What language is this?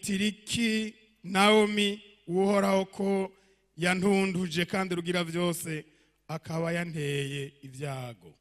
Rundi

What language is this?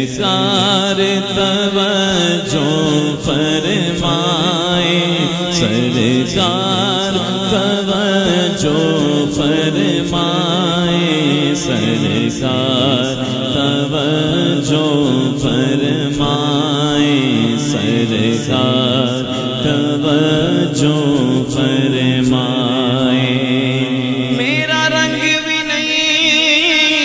Urdu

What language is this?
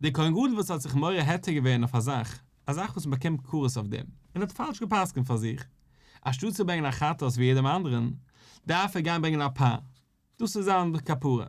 Yiddish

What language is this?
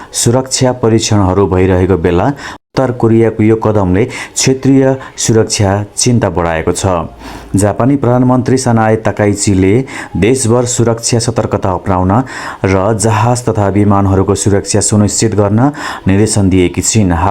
Nepali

